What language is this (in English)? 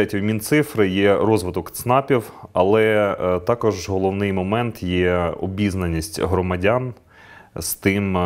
Ukrainian